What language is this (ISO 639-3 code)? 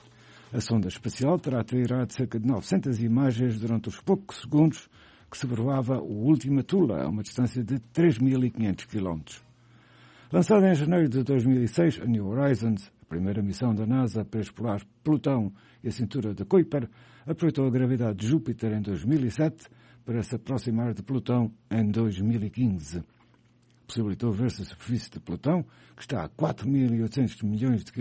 por